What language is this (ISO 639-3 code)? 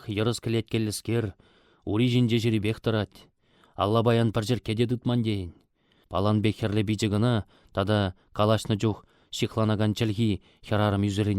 chv